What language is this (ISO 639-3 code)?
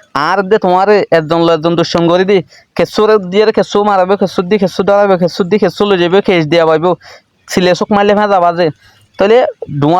rhg